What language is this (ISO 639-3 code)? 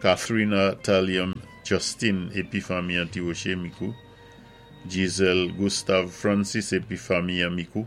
acf